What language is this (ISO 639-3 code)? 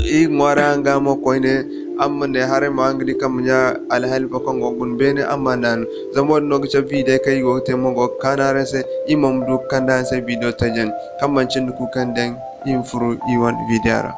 dje